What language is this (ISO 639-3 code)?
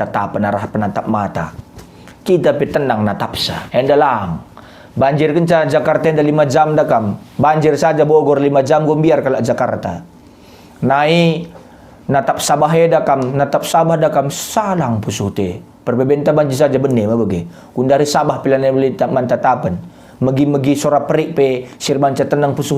btx